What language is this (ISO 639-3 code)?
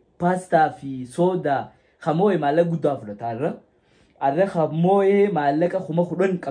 orm